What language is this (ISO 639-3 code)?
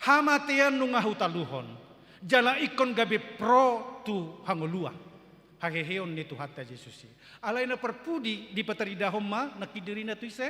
bbc